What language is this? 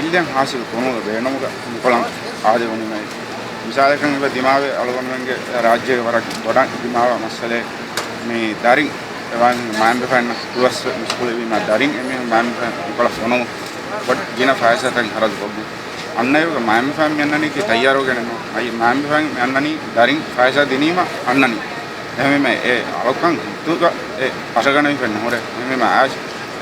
Divehi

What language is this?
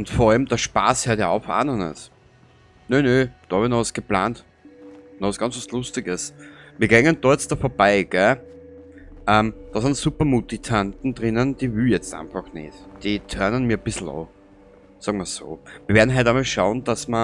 Bavarian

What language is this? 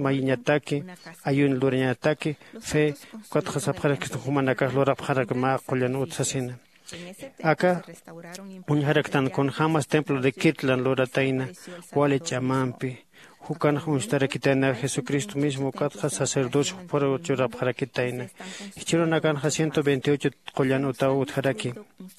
Aymara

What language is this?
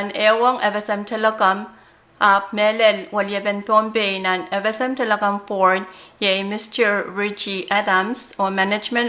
Pohnpeian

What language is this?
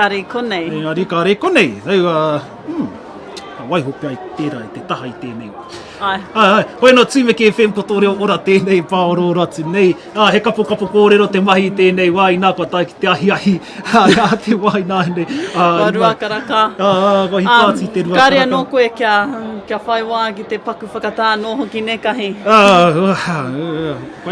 Māori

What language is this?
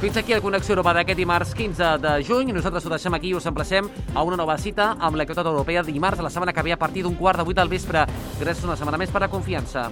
Catalan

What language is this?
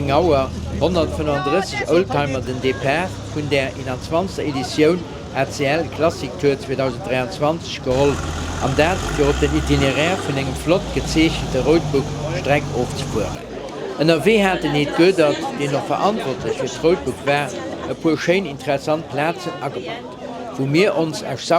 Luxembourgish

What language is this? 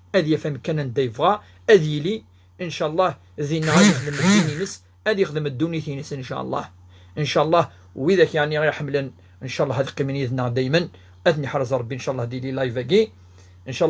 Kabyle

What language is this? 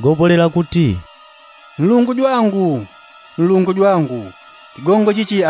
Yao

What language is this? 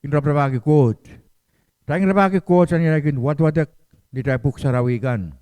Pohnpeian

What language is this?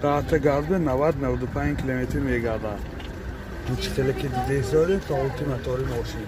Tajik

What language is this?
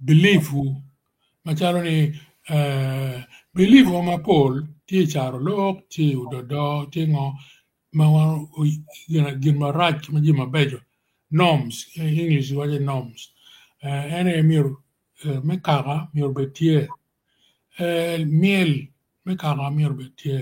Acoli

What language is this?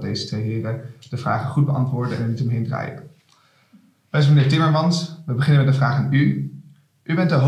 Dutch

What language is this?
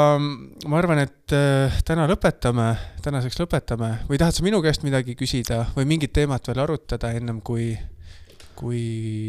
Estonian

